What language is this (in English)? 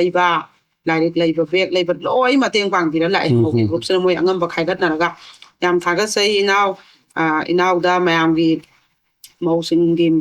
Manipuri